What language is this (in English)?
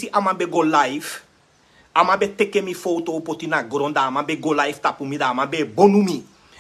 Sranan Tongo